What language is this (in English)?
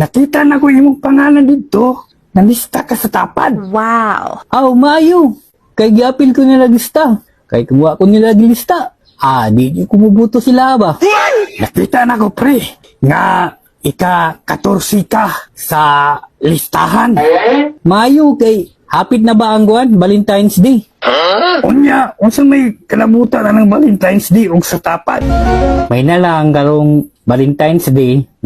Cebuano